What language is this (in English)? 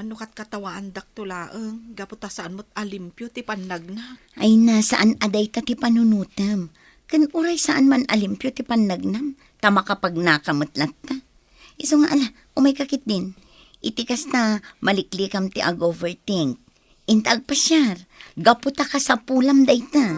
Iloko